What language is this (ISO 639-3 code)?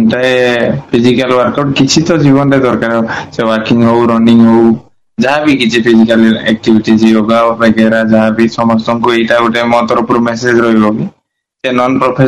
ori